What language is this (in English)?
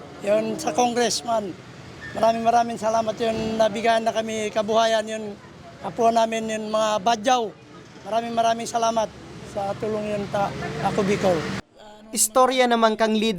Bikol